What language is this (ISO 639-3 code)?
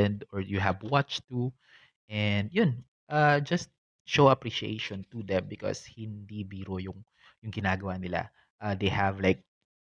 fil